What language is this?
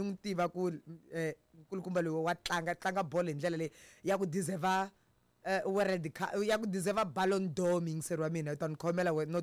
Tsonga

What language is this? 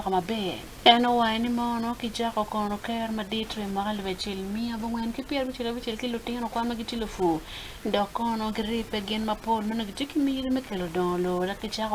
Acoli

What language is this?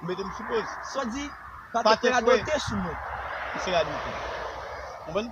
Haitian Creole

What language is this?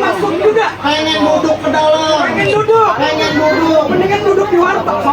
Betawi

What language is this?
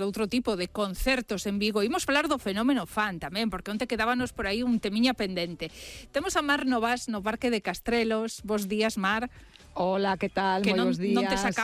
Galician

